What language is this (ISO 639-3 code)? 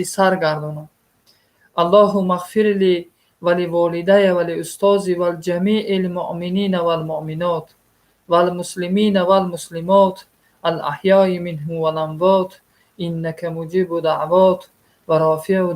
tgk